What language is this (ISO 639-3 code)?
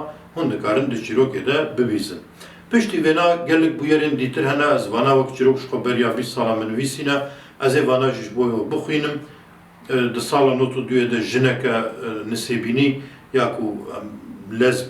kur